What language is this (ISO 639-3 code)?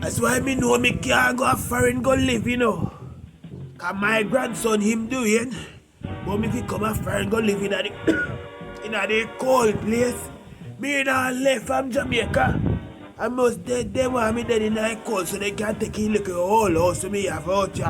jam